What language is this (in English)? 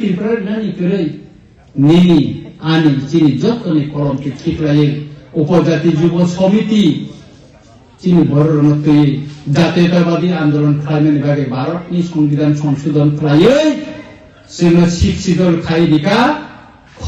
Kok Borok